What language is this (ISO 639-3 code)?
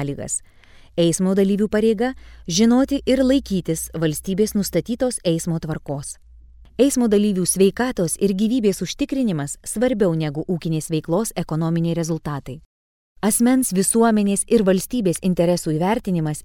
lit